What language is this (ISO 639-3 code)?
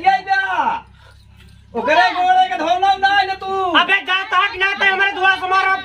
awa